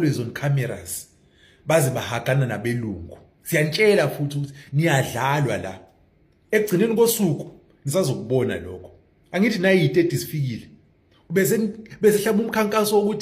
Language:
Zulu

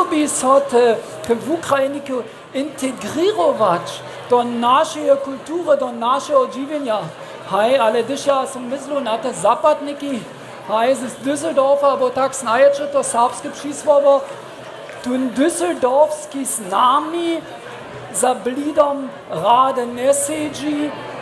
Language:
Upper Sorbian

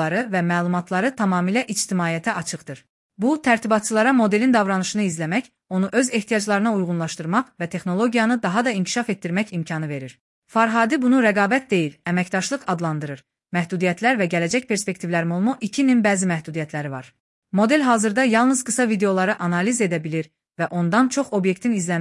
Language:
Azerbaijani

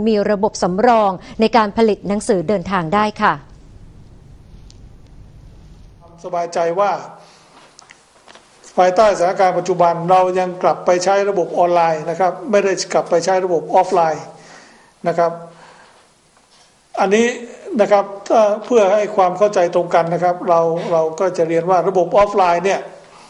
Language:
Thai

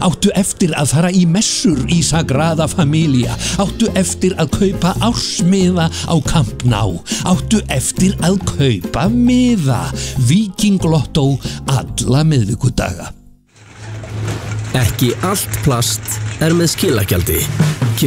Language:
Icelandic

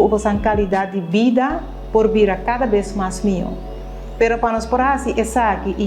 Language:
Papiamento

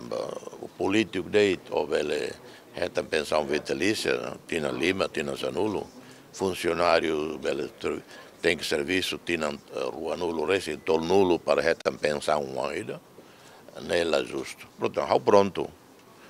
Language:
Tetum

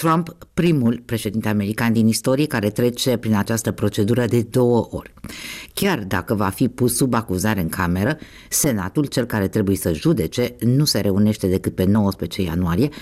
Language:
Romanian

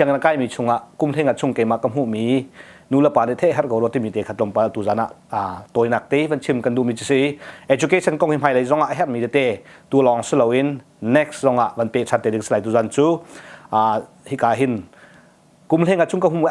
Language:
Hakha Chin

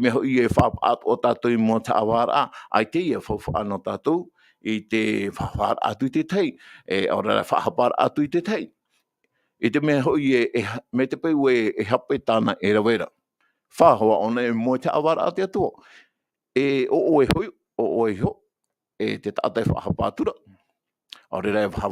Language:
Tahitian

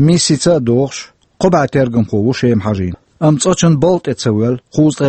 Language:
Chechen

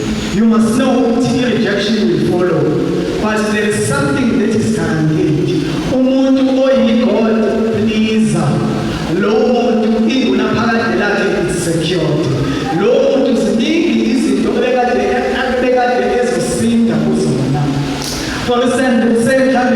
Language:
Zulu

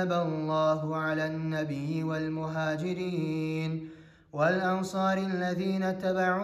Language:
Kumyk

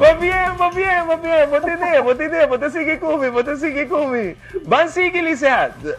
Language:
Papiamento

